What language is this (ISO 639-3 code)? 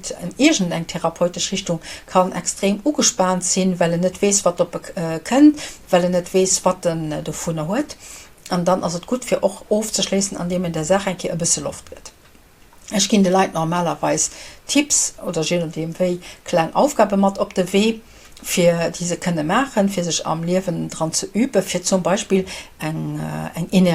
ltz